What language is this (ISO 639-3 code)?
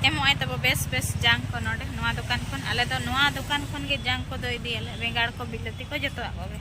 sat